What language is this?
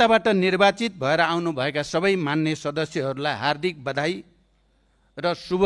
Nepali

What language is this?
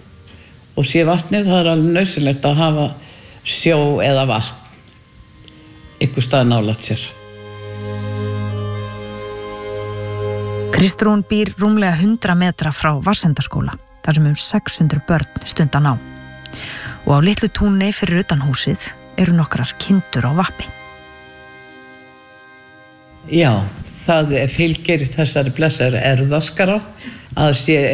Icelandic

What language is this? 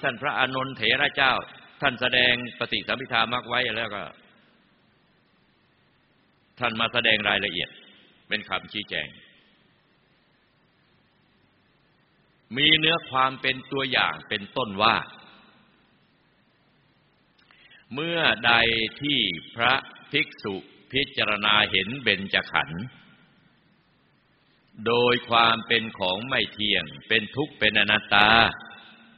Thai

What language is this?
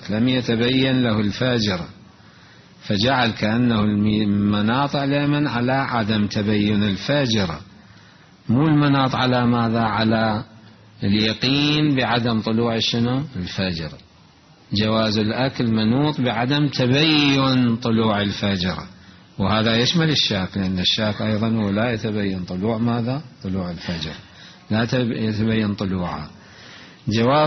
Mesopotamian Arabic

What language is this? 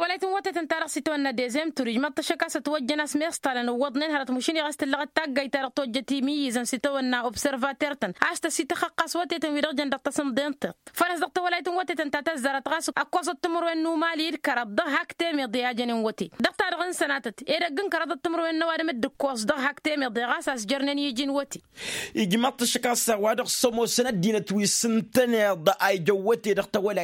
Tamasheq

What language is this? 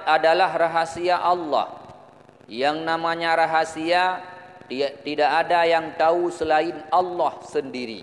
Achinese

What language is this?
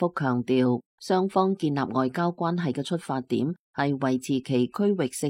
Cantonese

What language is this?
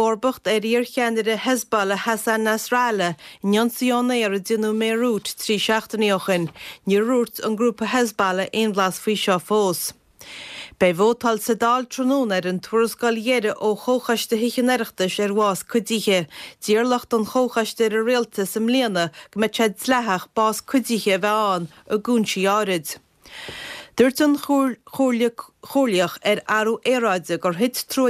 Irish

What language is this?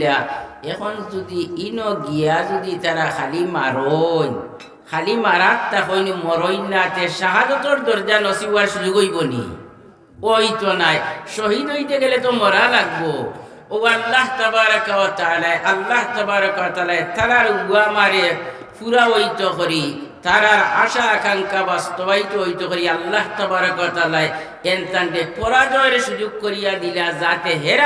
Sylheti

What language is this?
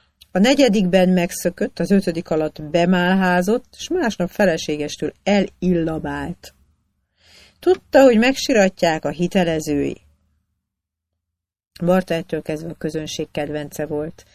Hungarian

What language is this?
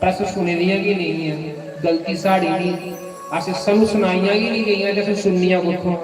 Dogri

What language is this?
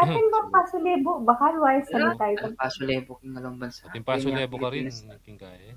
Pampanga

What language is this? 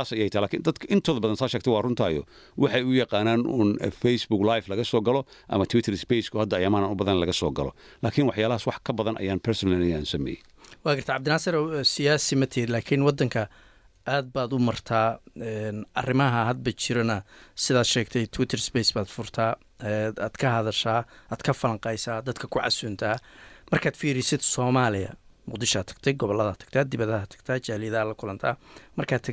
Somali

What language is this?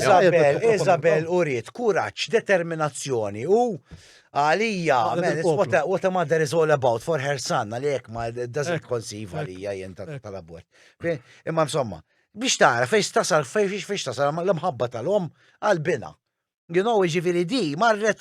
Maltese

